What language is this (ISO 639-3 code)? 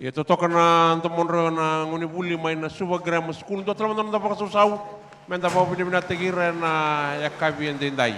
fij